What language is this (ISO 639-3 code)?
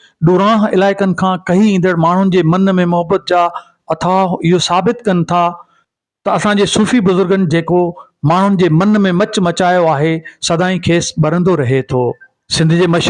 snd